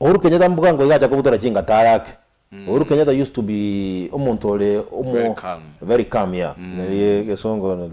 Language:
Gusii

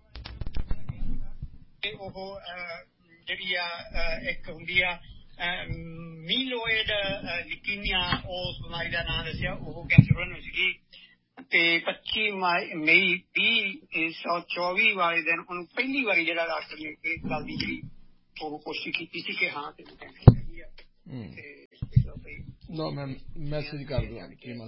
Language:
Punjabi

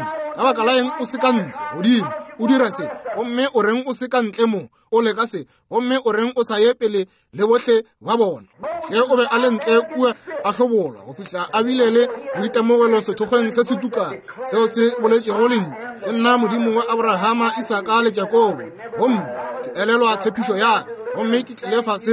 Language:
Northern Sotho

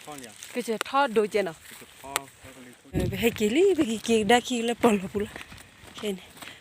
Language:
S'gaw Karen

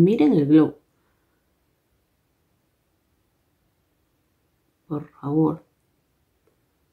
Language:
Spanish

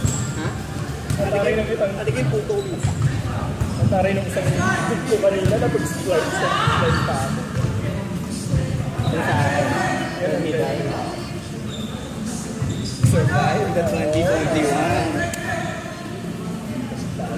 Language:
Filipino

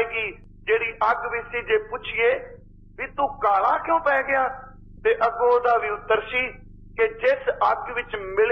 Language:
Punjabi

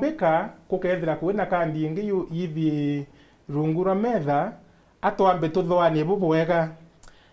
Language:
Meru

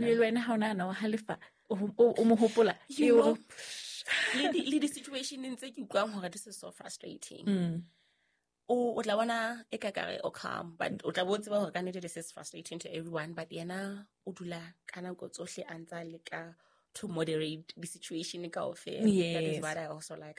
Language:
Southern Sotho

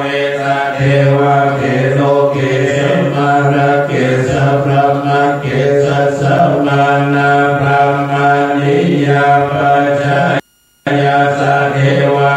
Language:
Pali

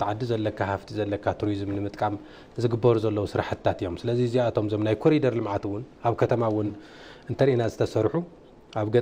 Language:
Tigrinya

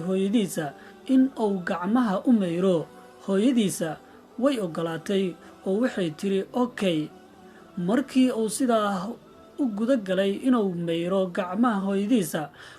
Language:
Somali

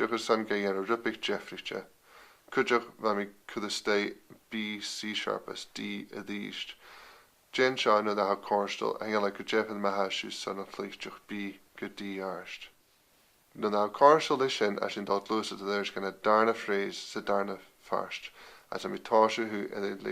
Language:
Scottish Gaelic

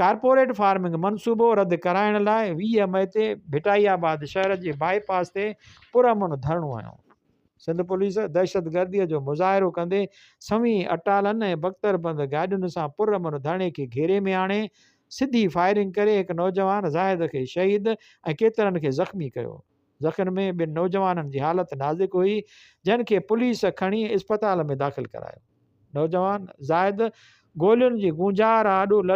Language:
Sindhi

